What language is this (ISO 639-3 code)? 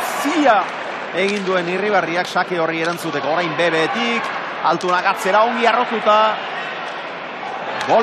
eus